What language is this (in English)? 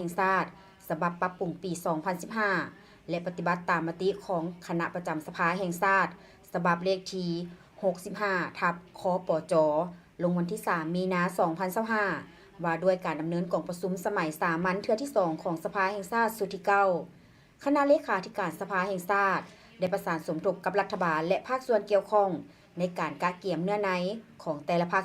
Lao